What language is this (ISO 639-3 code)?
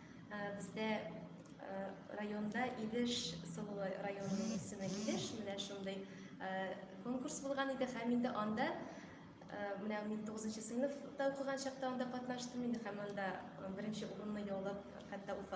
tat